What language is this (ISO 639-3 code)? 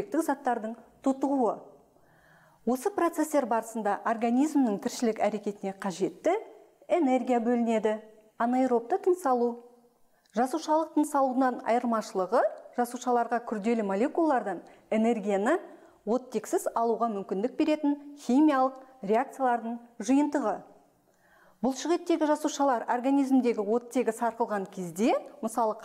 kaz